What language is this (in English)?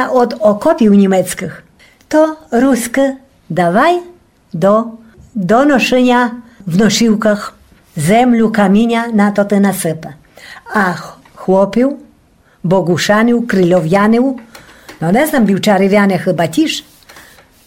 Rusyn